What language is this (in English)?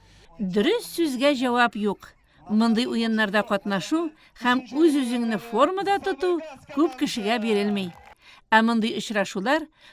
Tatar